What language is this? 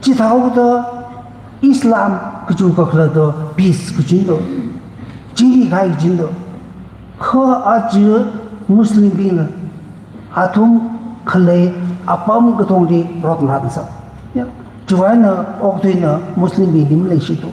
Tangkhul Naga (India)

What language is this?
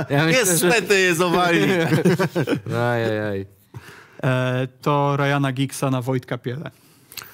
Polish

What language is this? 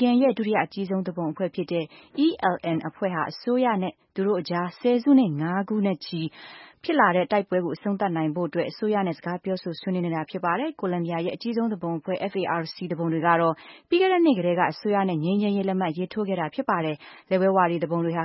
Burmese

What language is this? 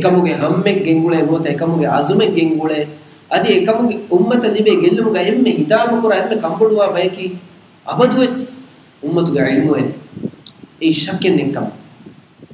Divehi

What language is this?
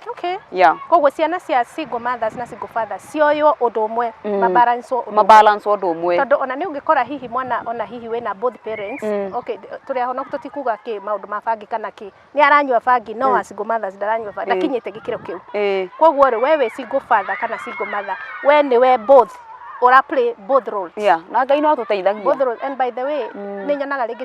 Kikuyu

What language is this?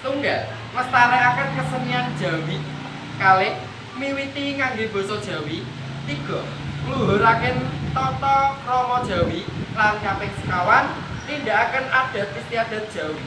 Javanese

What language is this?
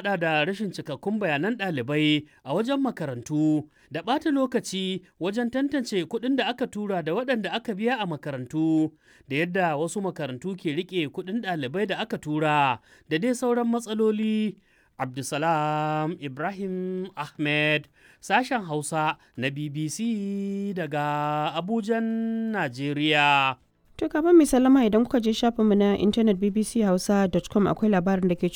Hausa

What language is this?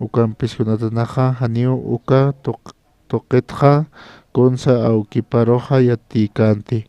Aymara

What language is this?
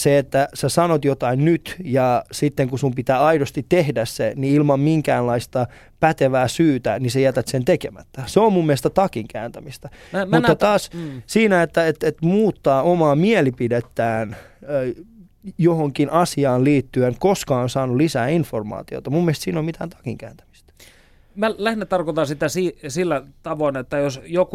Finnish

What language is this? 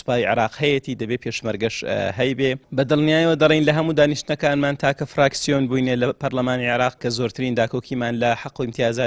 Central Kurdish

